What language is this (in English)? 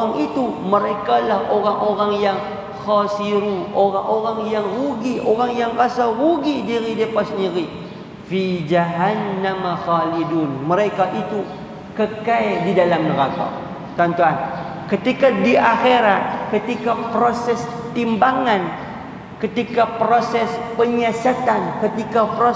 Malay